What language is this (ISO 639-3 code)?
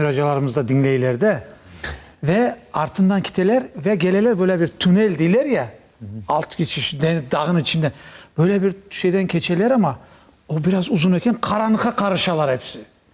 crh